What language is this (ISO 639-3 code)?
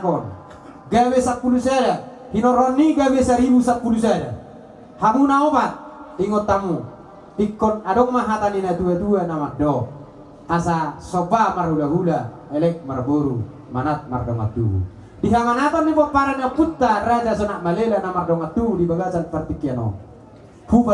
bbc